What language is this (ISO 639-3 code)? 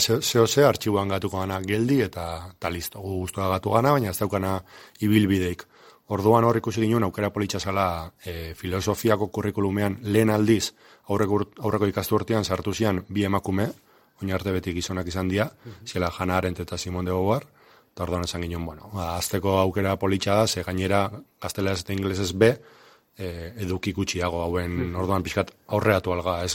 eus